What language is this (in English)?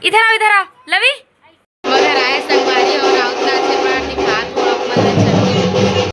Chhattisgarhi